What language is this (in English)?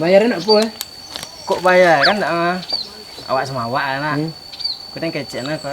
Minangkabau